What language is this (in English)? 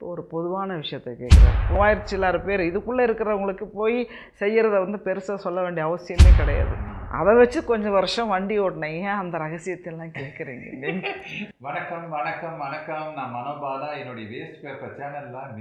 Tamil